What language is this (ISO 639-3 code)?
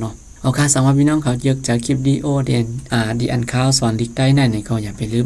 shn